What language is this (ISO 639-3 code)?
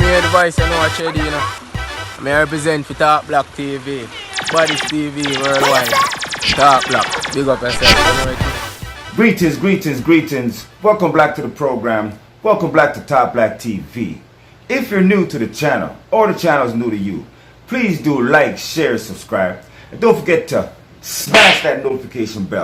jam